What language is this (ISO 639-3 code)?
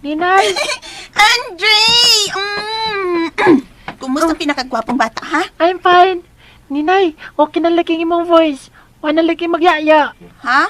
ceb